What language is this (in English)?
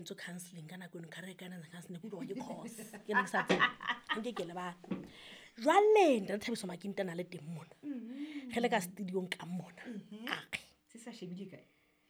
Southern Sotho